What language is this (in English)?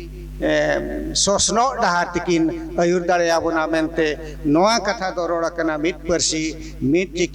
Santali